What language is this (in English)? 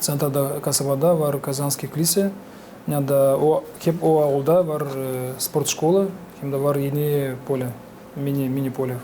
Gagauz